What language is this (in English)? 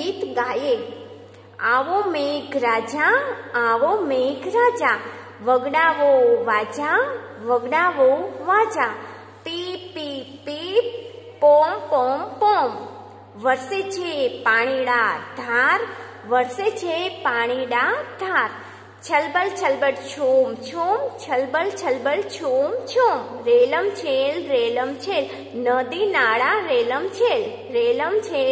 Gujarati